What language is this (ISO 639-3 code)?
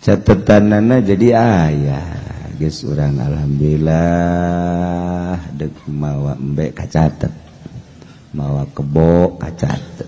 sun